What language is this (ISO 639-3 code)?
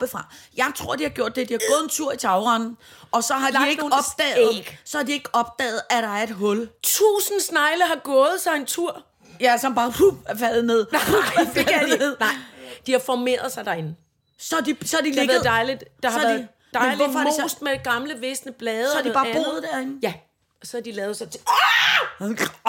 dan